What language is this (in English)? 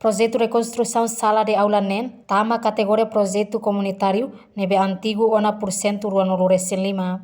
Tetum